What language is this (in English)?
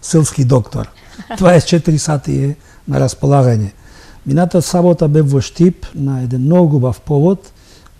Macedonian